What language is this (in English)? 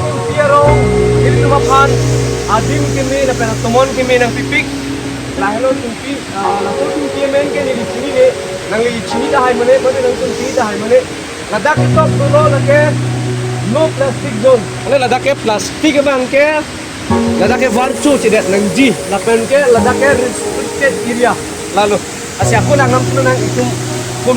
Karbi